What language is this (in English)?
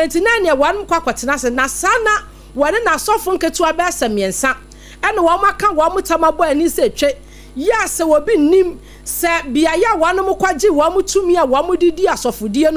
Akan